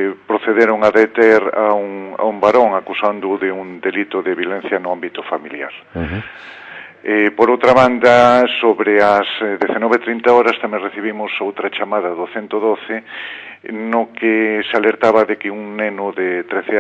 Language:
Galician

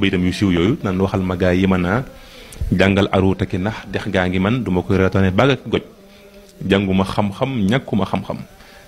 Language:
Wolof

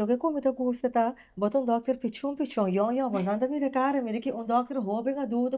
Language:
Papiamento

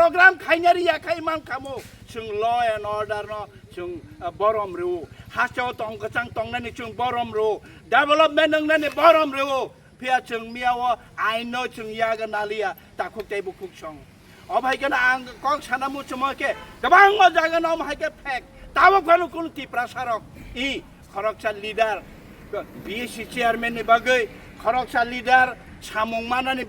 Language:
Kok Borok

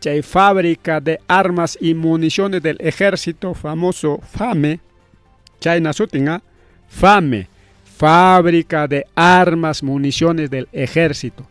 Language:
Ayacucho Quechua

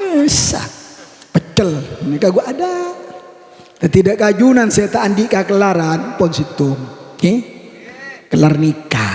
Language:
Madurese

